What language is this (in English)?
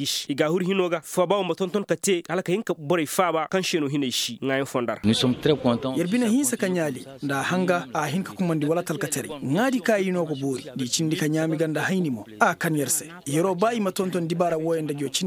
Koyraboro Senni